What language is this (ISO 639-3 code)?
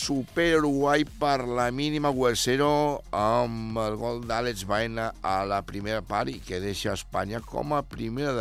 cat